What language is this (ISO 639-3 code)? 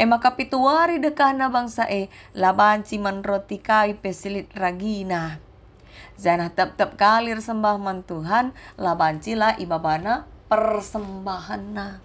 btx